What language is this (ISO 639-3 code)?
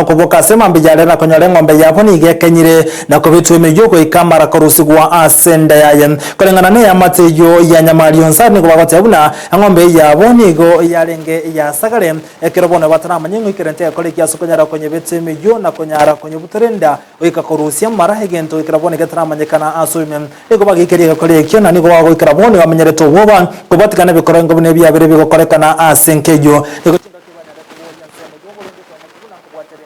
guz